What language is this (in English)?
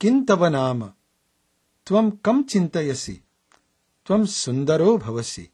Sanskrit